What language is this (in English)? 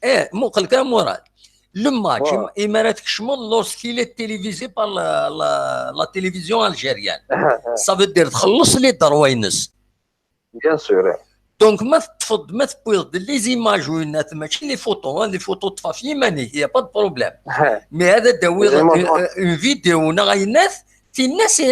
Kabyle